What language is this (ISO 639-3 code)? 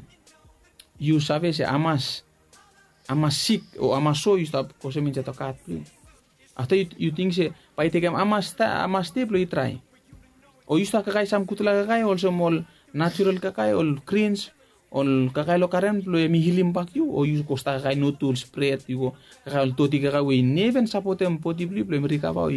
bis